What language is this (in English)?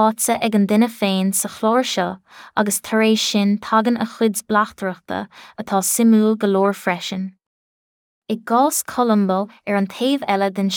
Irish